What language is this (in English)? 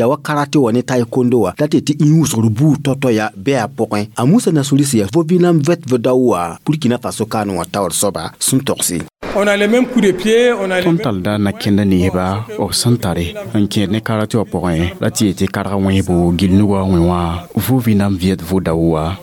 Mossi